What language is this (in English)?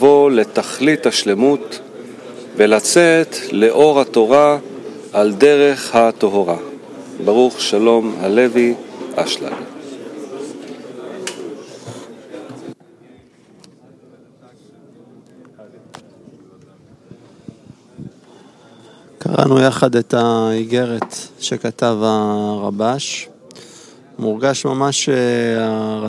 Hebrew